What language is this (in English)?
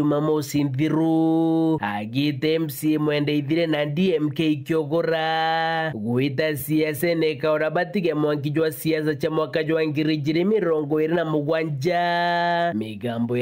Meru